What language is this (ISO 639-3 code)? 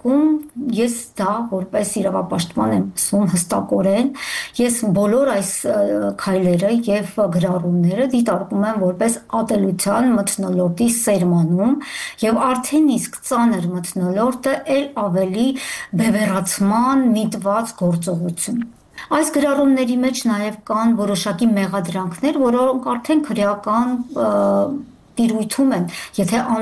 hye